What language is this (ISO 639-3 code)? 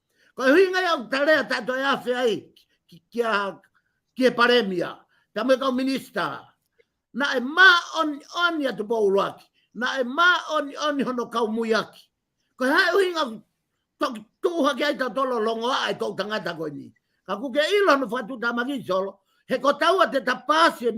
ton